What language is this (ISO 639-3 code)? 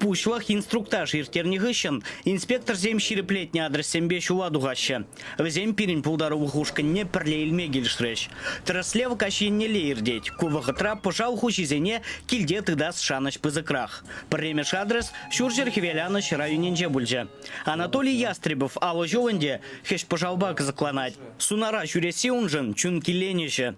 chv